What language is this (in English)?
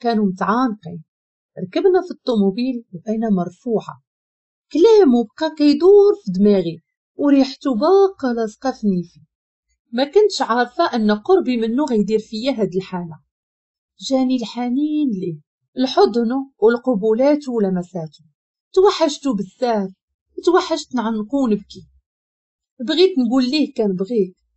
Moroccan Arabic